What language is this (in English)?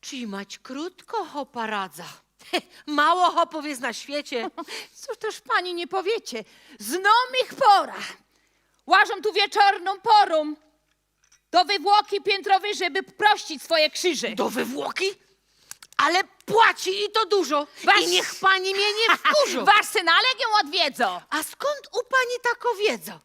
Silesian